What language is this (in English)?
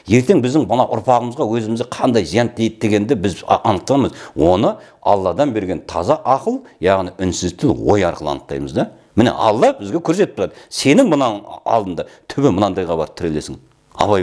Kazakh